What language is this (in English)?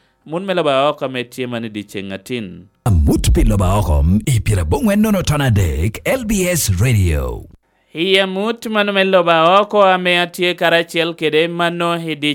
Lango (Uganda)